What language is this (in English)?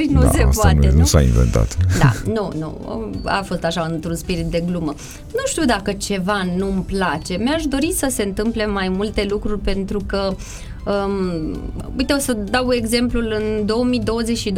Romanian